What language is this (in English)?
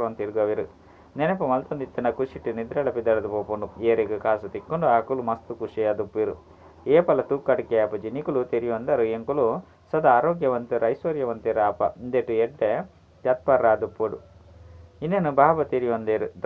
Tulu